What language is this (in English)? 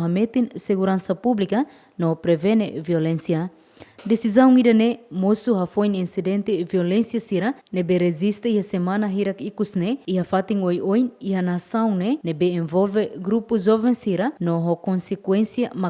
Tetum